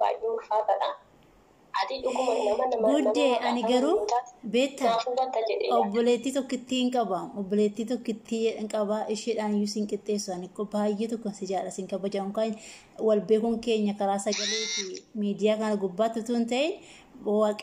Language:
Oromo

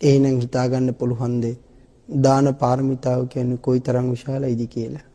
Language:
Sinhala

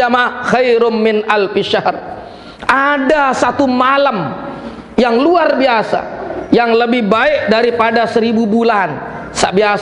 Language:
Sasak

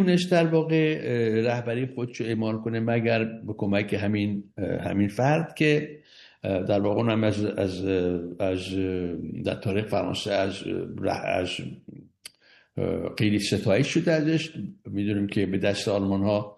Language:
Persian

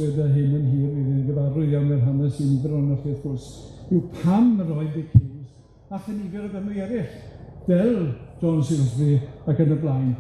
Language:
Welsh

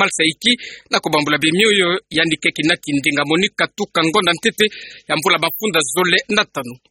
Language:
Kituba (Democratic Republic of Congo)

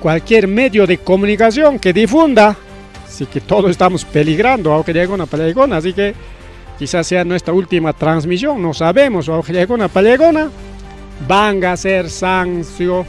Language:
Ayacucho Quechua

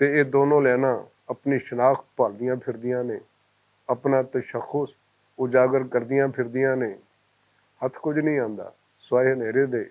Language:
Western Panjabi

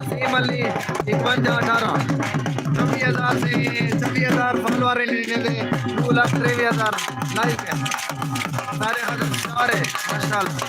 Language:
Saraiki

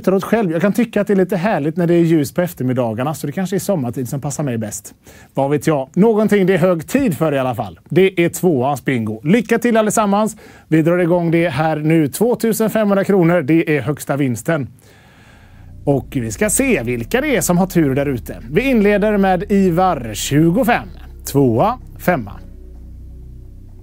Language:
Swedish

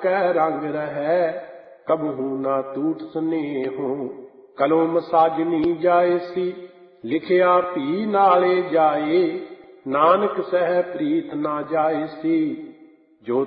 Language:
Punjabi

